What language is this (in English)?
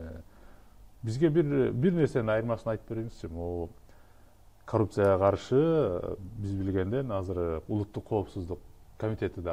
Kyrgyz